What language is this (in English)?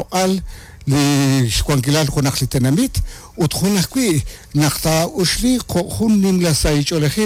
Kekchí